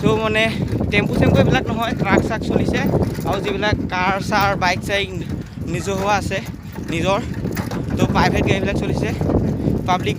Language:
Assamese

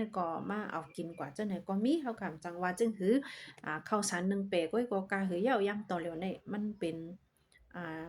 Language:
Shan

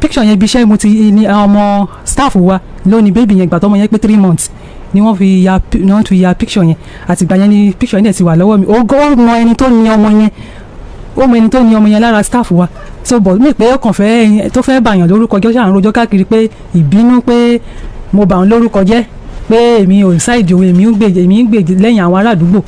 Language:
Yoruba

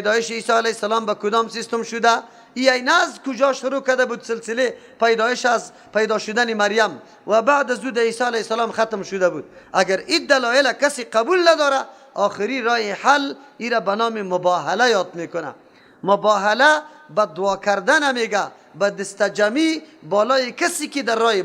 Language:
Persian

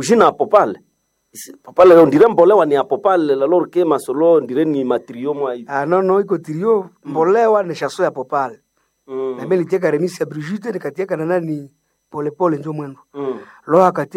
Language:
Swahili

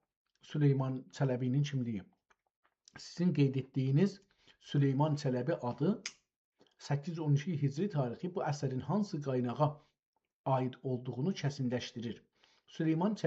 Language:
South Azerbaijani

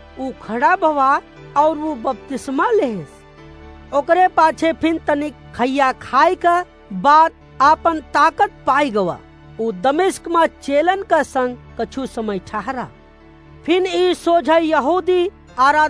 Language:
Awadhi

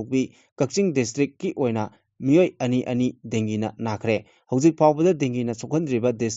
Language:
Manipuri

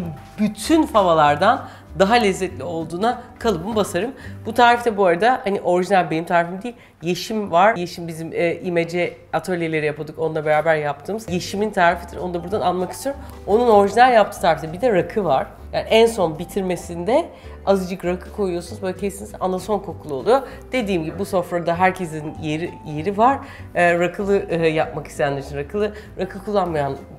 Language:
Turkish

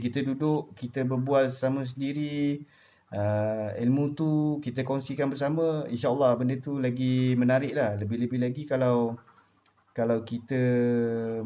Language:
Malay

